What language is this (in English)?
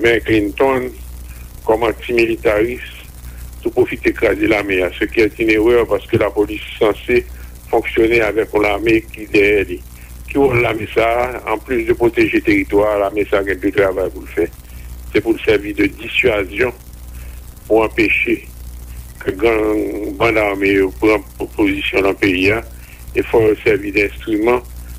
Haitian Creole